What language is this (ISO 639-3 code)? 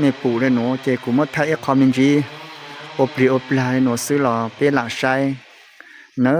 hmn